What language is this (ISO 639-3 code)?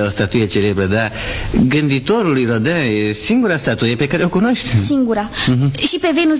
ron